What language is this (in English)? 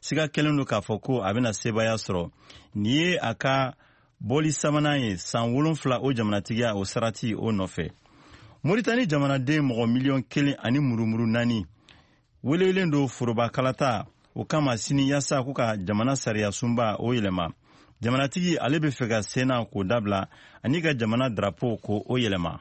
Bambara